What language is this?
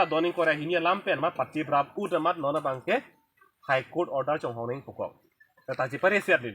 Karbi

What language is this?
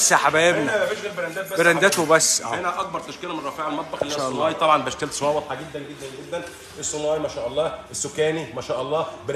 Egyptian Arabic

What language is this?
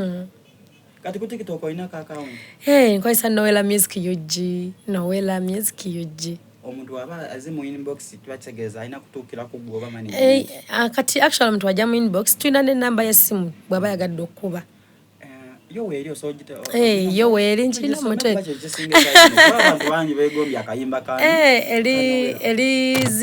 Soga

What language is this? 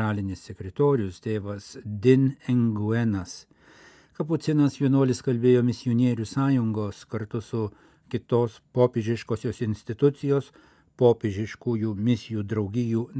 Lithuanian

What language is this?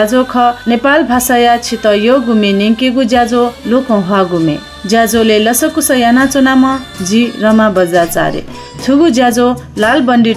Newari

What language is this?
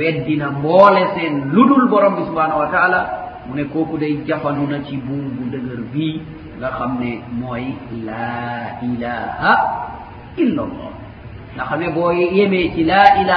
Wolof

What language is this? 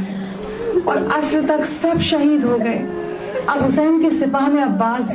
Urdu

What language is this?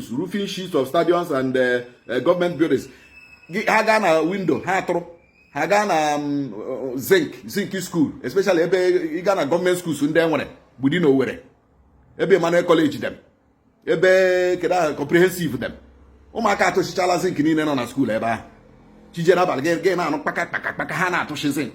Igbo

